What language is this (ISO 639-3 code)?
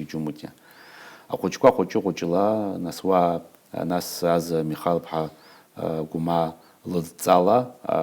abk